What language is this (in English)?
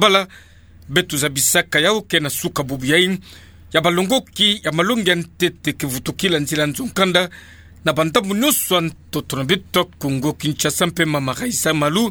Kituba (Democratic Republic of Congo)